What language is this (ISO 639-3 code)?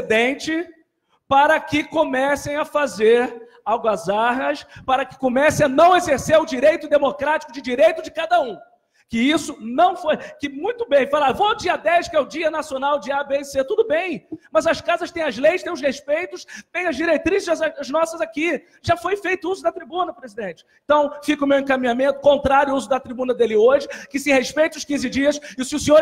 por